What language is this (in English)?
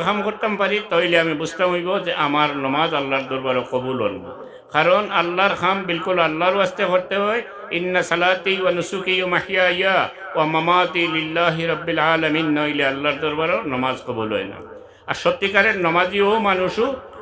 Sylheti